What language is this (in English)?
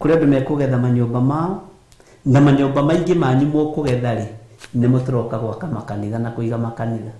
Kikuyu